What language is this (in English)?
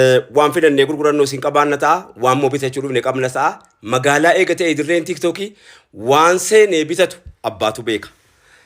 Oromo